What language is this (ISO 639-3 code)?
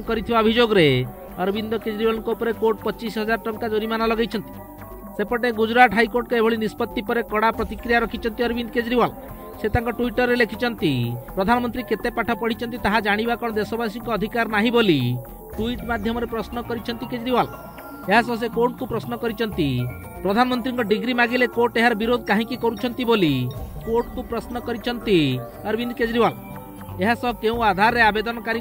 ori